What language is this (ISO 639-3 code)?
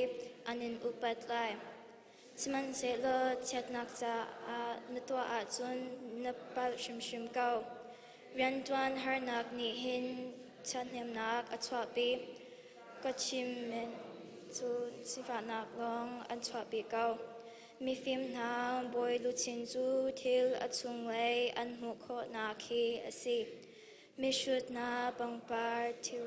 cnh